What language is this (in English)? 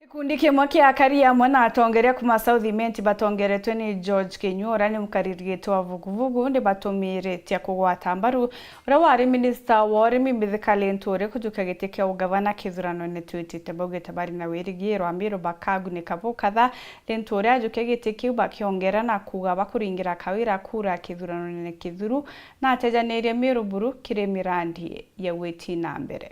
Meru